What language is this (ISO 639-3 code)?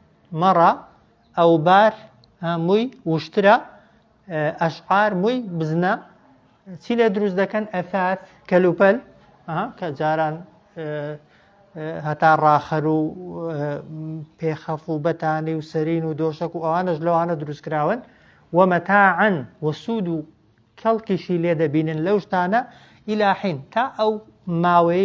ckb